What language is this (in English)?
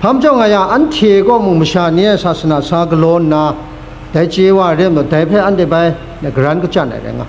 Kachin